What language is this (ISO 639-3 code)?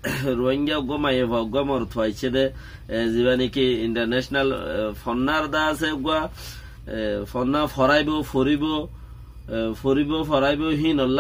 rhg